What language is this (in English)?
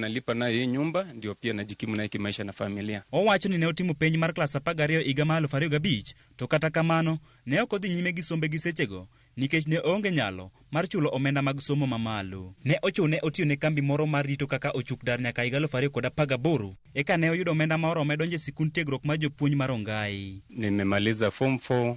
Luo (Kenya and Tanzania)